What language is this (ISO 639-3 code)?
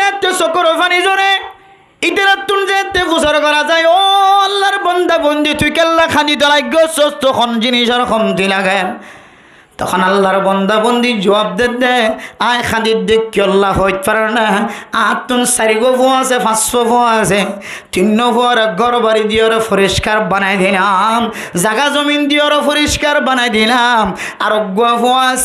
rhg